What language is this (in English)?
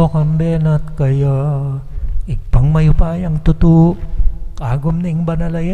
Pampanga